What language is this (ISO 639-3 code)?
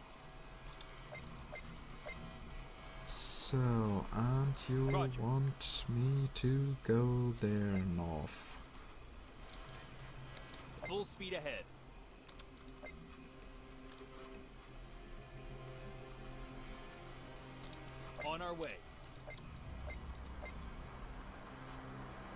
eng